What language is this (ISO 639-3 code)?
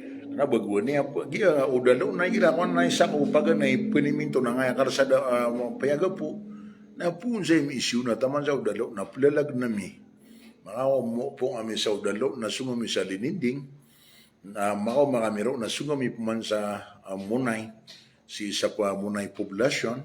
mrw